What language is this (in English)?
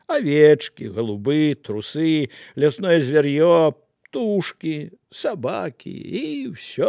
Belarusian